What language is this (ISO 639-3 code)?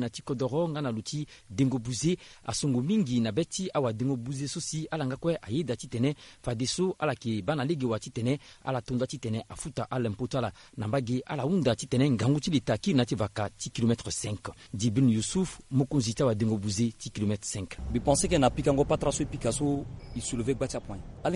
sag